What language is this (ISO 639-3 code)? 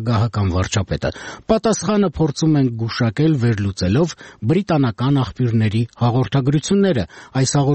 hye